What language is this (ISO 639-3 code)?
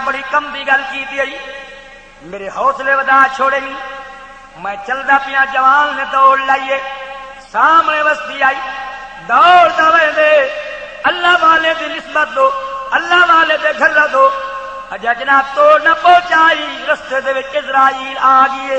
skr